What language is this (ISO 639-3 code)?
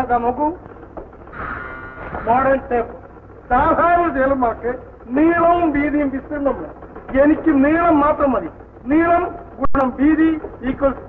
mal